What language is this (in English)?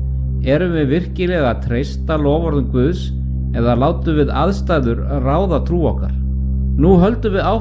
Icelandic